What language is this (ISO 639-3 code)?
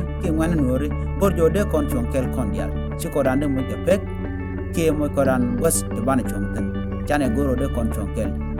nus